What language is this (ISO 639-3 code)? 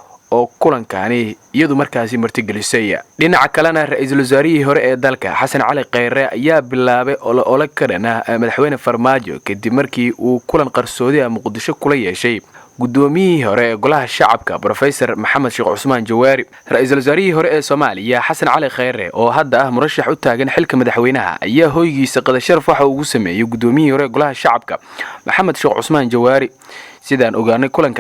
som